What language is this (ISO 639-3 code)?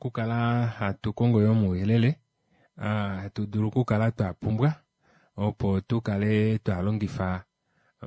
kua